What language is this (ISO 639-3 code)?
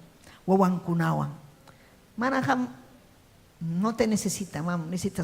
quy